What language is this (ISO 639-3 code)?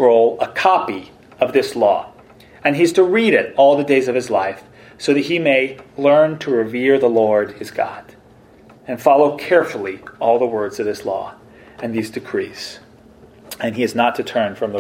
eng